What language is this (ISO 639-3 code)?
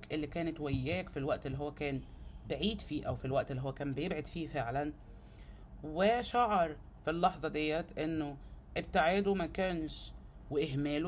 arz